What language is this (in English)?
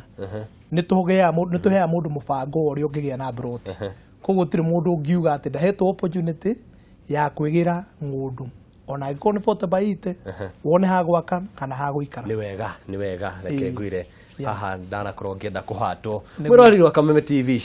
Kikuyu